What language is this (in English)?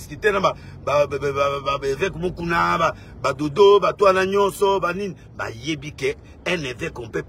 Lingala